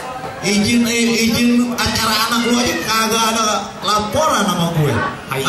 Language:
Betawi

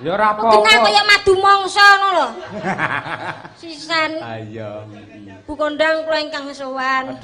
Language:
Javanese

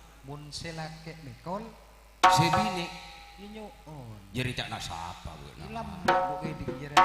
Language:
Madurese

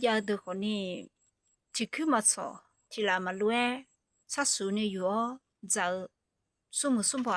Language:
Akha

